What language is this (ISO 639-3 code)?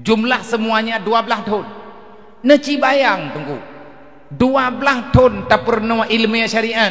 ace